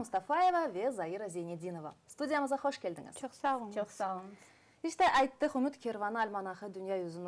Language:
Crimean Tatar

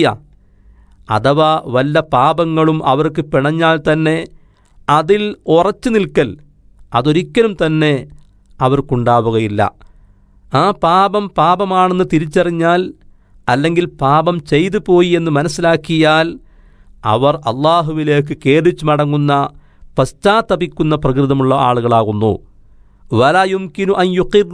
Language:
Malayalam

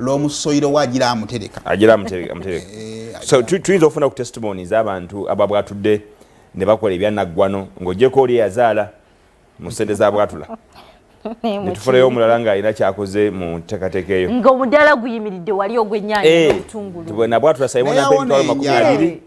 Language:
Ganda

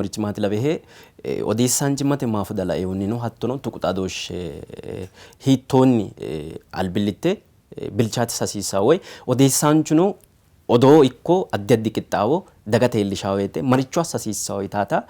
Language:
Sidamo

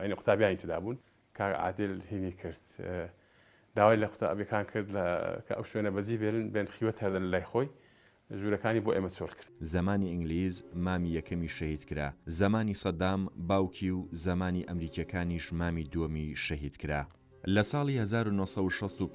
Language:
Central Kurdish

